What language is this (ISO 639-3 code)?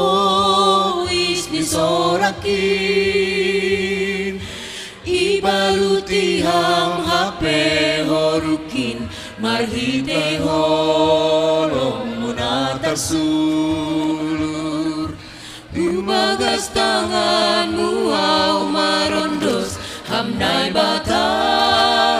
bts